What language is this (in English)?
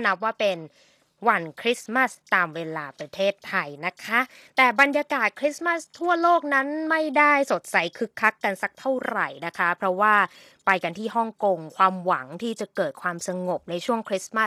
Thai